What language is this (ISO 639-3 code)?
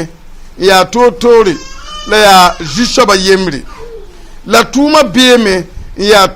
mos